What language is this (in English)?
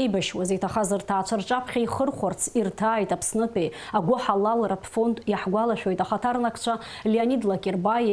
Abkhazian